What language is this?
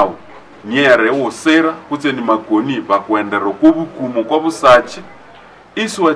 Nande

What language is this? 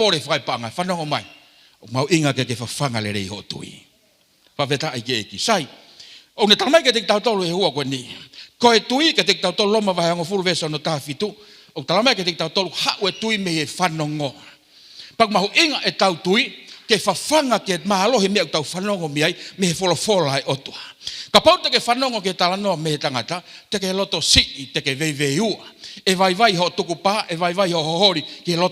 Tongan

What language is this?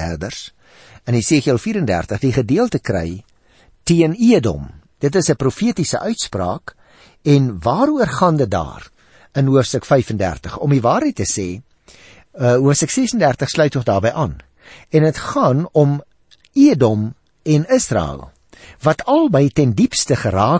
Afrikaans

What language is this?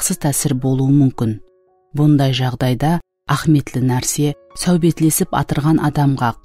Kara-Kalpak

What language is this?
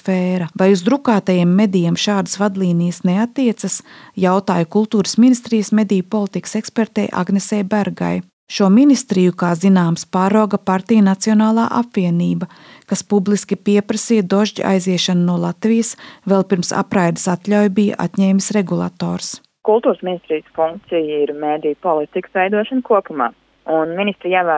Latvian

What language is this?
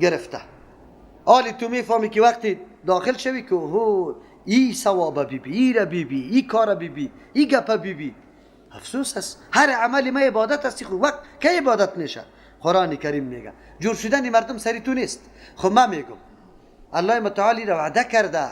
Persian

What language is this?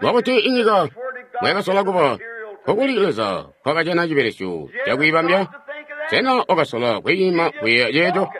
Tonga (Zambia)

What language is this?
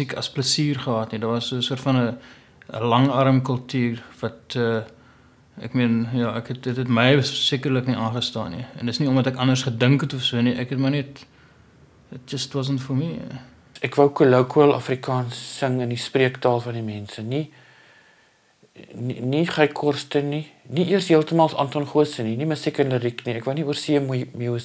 Afrikaans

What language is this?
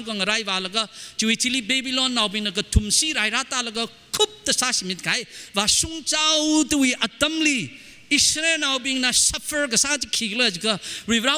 Tangkhul Naga (India)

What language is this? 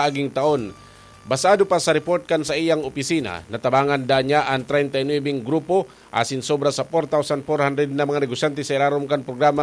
Bikol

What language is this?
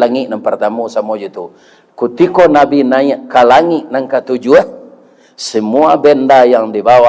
Minangkabau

